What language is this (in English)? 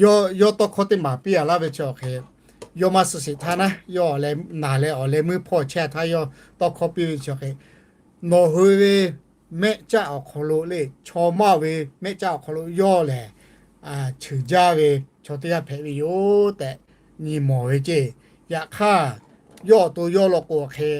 Lahu